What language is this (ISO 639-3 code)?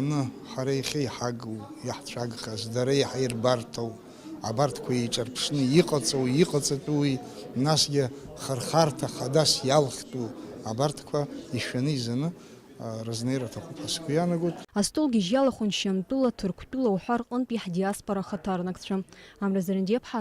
abk